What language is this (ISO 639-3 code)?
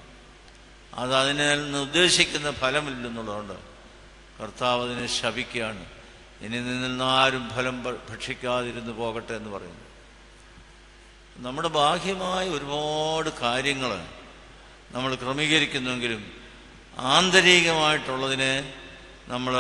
mal